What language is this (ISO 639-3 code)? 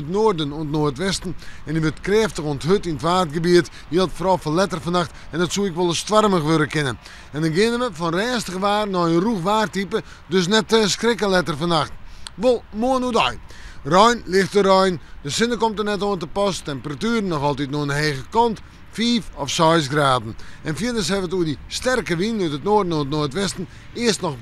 fry